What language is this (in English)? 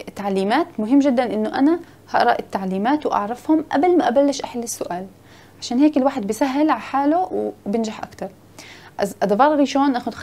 Hebrew